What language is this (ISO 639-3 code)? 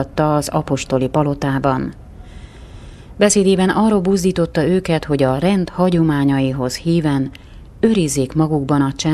hun